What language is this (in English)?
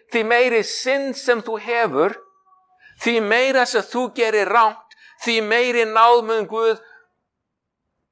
Icelandic